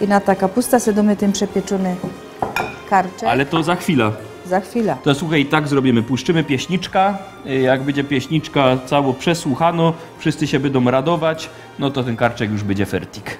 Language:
Silesian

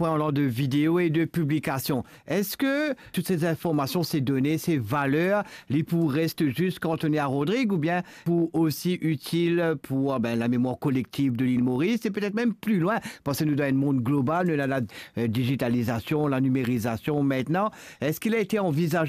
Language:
Morisyen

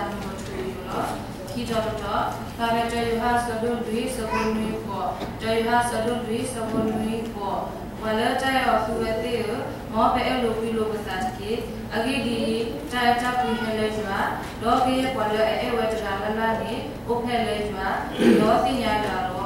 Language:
S'gaw Karen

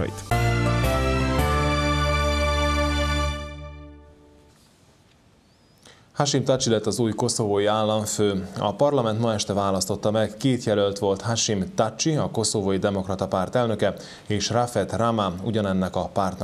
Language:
Hungarian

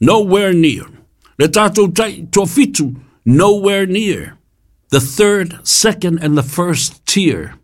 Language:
Samoan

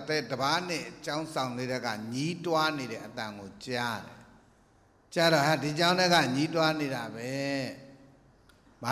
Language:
Burmese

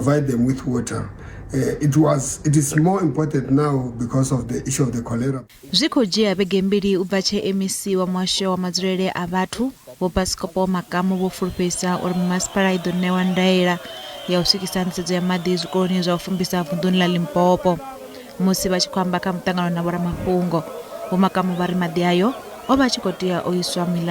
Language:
Venda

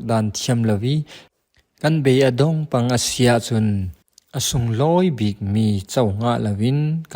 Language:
Falam Chin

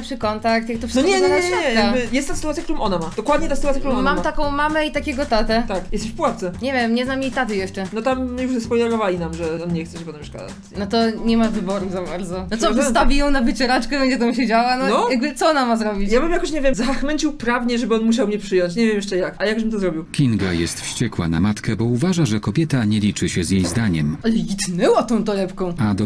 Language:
Polish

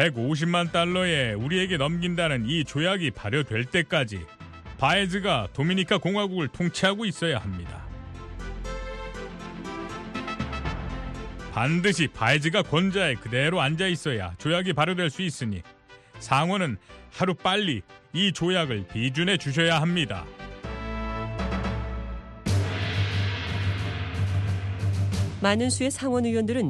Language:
Korean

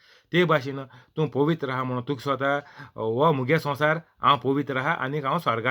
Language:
Konkani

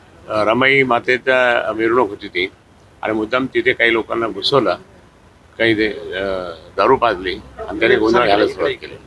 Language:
Marathi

